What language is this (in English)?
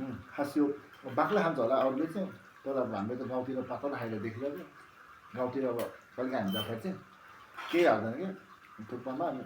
Nepali